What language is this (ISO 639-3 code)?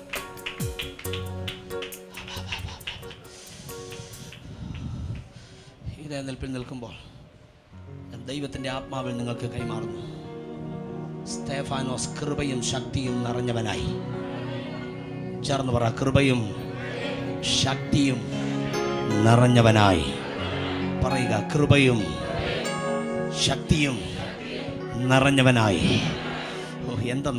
mal